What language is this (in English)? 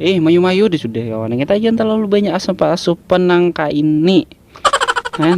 Banjar